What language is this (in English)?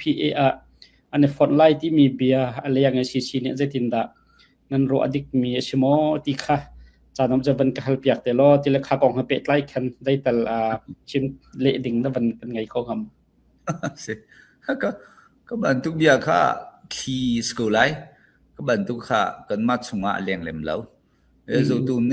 Falam Chin